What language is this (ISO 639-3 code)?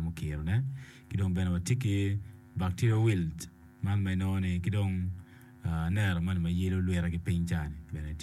ach